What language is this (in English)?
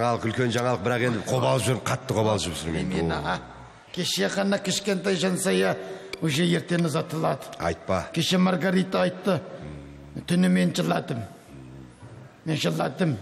Kazakh